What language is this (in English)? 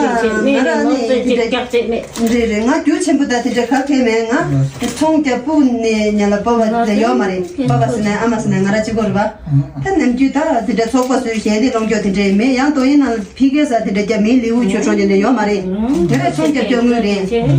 Tibetan